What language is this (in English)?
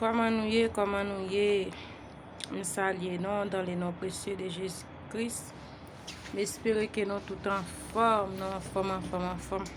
Haitian Creole